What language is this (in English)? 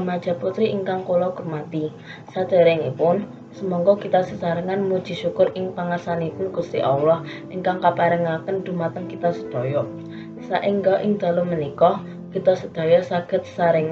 Javanese